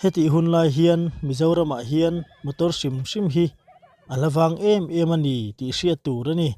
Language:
Mizo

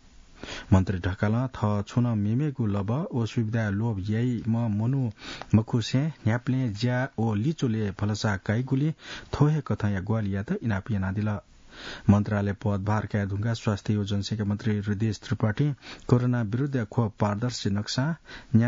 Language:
Newari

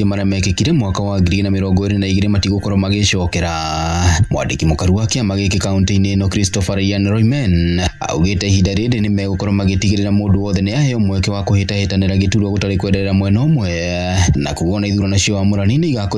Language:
Kikuyu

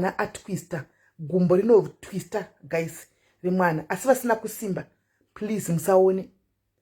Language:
Shona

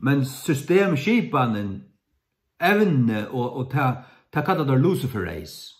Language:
Faroese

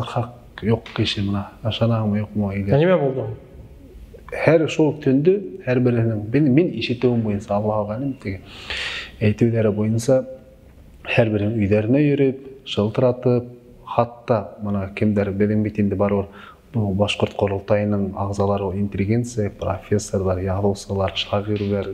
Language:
Bashkir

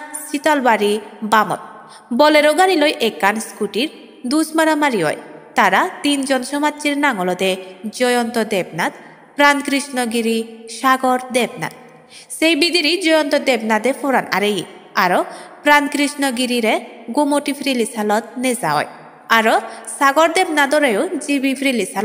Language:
Chakma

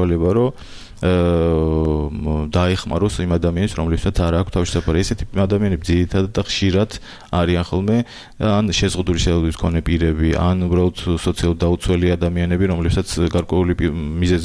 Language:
Georgian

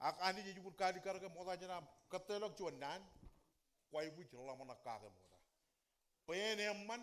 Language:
Marshallese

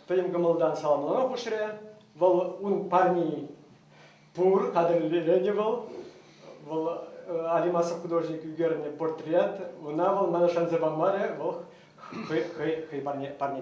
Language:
Chuvash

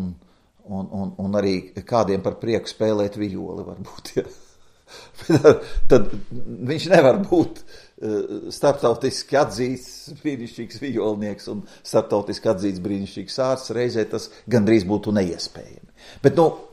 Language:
Latvian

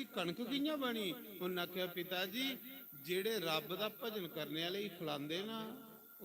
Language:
Dogri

